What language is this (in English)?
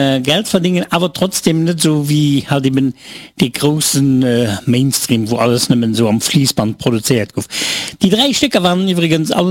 Luxembourgish